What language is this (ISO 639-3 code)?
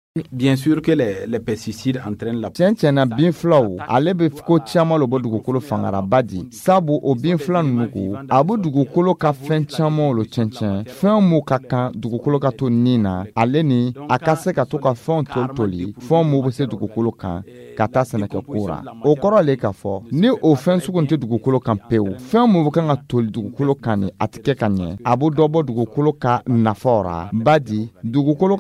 dyu